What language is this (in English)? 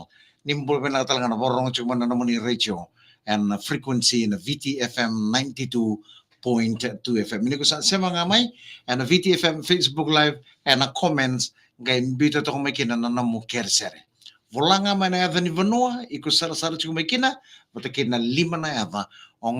Fijian